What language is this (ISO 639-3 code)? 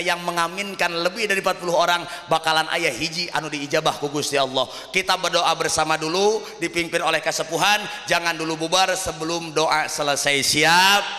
sun